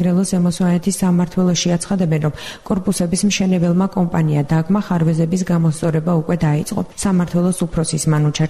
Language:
Georgian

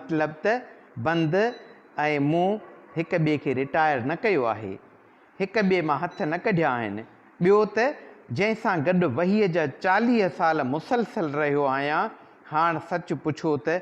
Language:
Sindhi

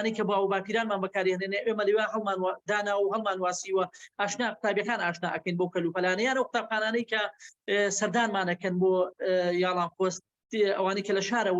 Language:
Central Kurdish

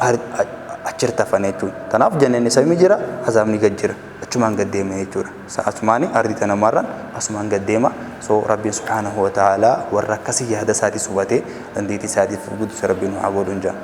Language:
Oromo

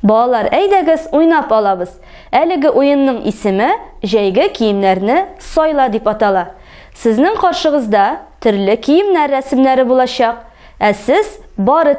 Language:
Tatar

